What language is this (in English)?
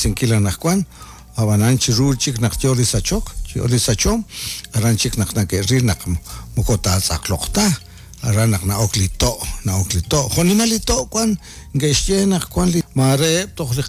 Kekchí